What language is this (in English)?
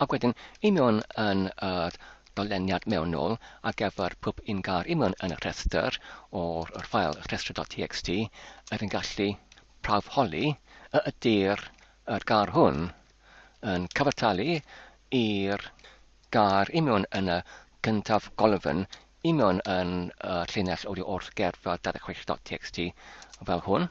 Welsh